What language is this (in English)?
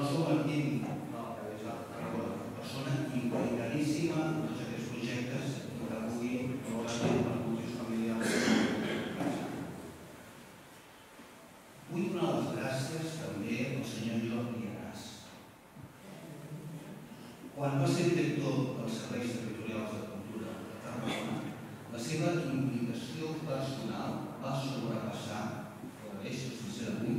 Catalan